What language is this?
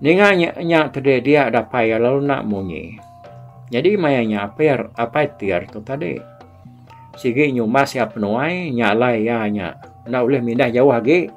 Iban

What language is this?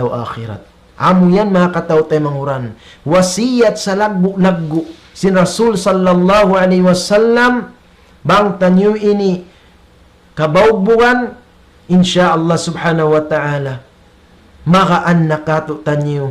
Tausug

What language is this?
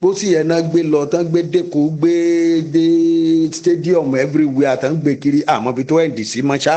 Yoruba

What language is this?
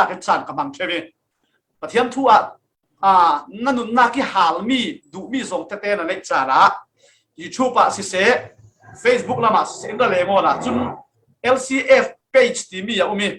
Falam Chin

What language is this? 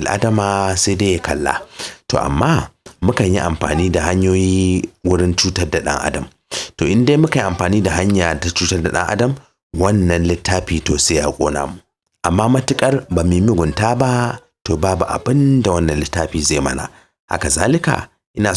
Hausa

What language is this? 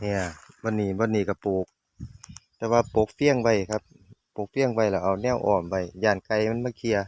Northeastern Thai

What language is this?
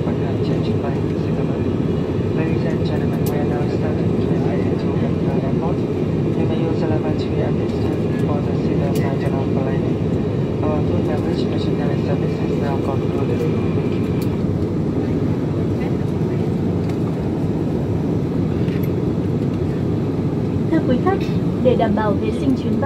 Vietnamese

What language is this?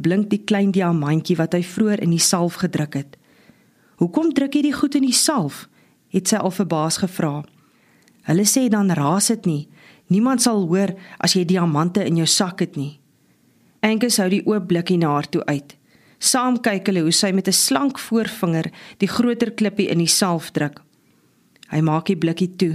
Afrikaans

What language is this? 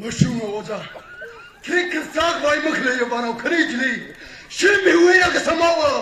Tangkhul Naga (India)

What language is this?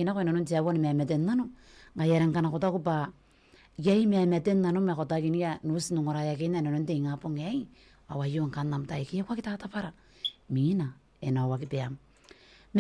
Gilbertese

